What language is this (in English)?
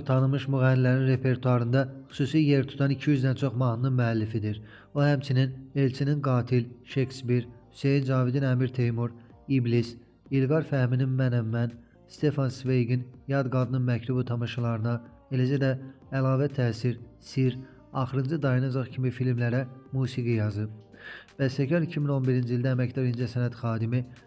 Azerbaijani